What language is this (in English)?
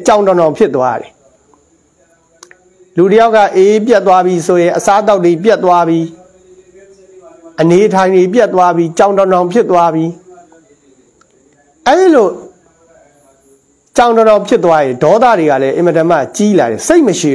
Burmese